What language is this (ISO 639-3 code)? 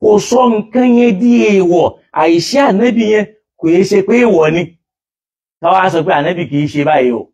yor